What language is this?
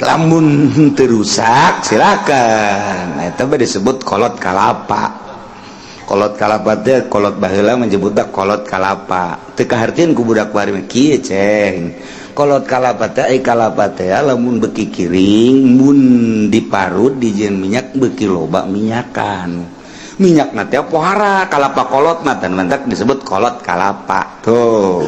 Sundanese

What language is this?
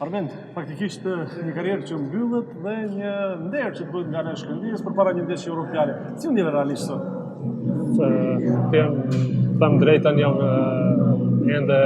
Albanian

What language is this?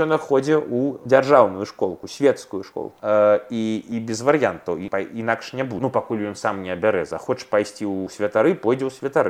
Belarusian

